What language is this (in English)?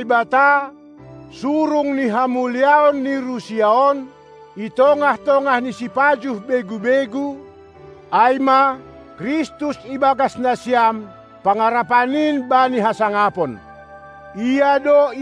Batak Simalungun